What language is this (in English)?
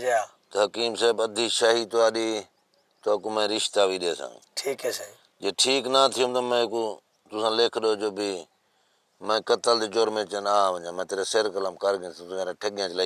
Saraiki